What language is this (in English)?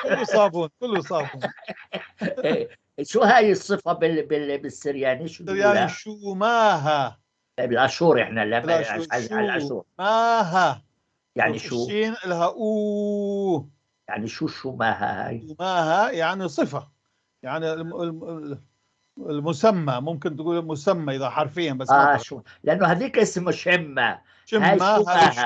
North Levantine Arabic